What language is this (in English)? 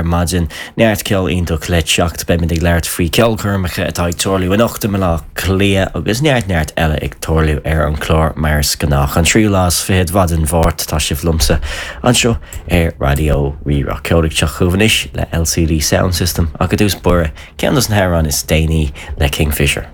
Irish